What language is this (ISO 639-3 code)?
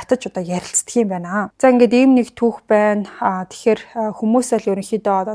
mon